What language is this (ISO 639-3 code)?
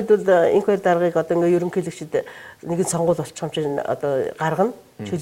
mon